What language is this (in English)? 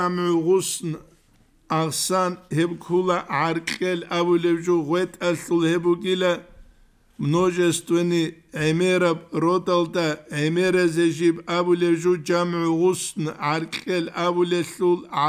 Avaric